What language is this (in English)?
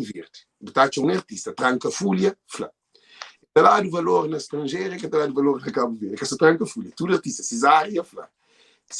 Kabuverdianu